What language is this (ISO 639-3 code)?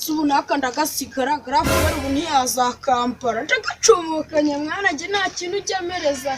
kin